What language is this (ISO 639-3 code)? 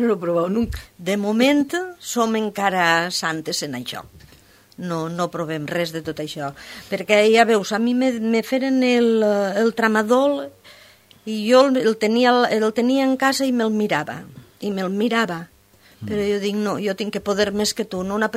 cat